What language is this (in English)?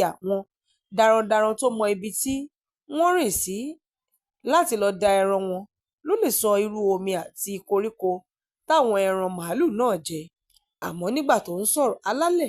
Yoruba